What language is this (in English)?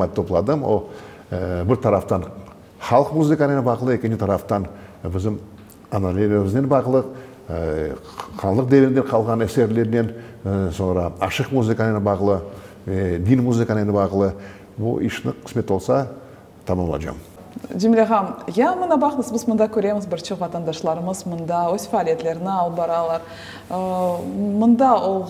Crimean Tatar